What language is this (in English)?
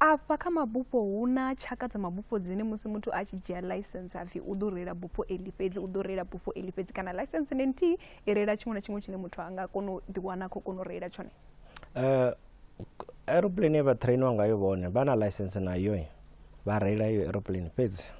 Venda